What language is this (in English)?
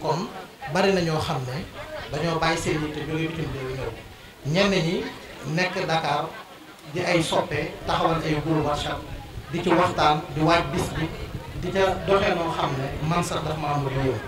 Wolof